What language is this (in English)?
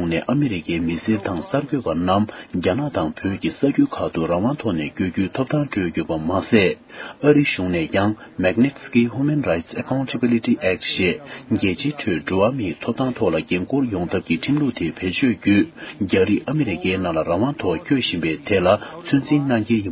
Tibetan